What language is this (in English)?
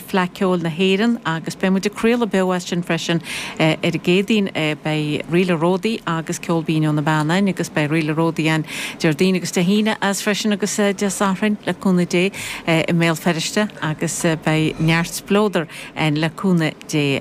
Irish